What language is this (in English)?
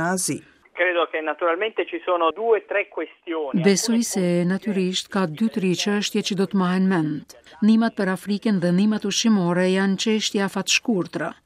Albanian